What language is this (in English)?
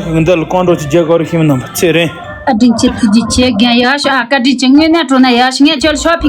Tibetan